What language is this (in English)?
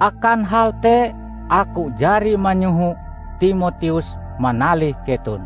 Ngaju